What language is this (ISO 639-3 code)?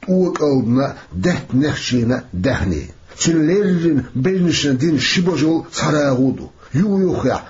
che